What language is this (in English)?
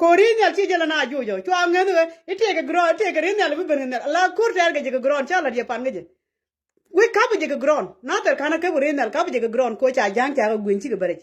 Nuer